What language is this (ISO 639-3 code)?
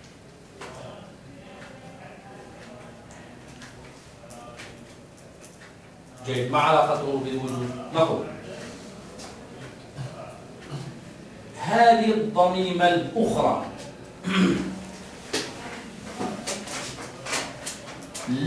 ara